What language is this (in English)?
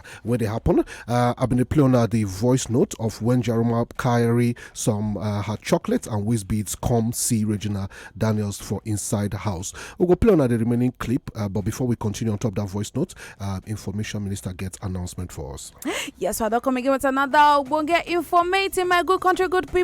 Nigerian Pidgin